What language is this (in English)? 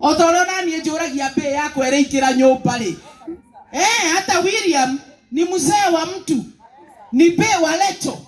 Kikuyu